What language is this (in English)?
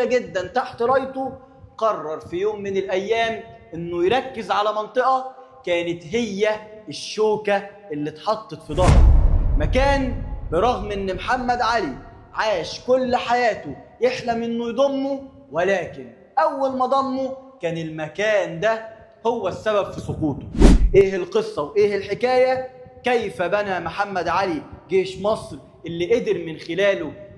Egyptian Arabic